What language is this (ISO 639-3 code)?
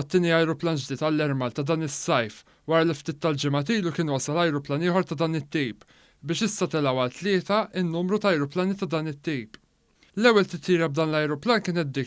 mlt